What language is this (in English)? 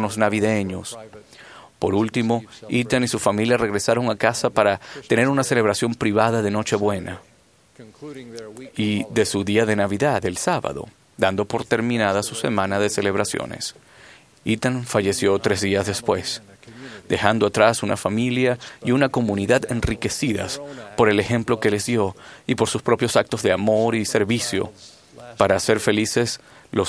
Spanish